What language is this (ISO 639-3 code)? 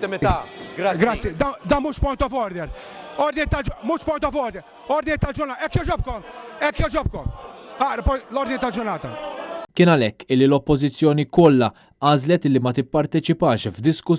mlt